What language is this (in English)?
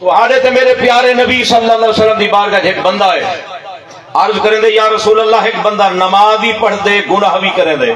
Saraiki